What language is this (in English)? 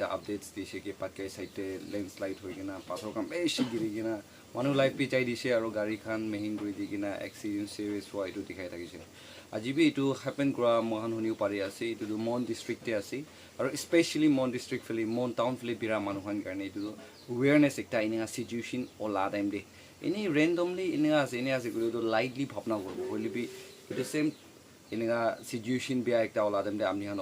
Naga Pidgin